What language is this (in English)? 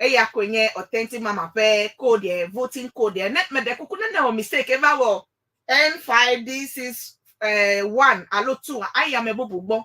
Ewe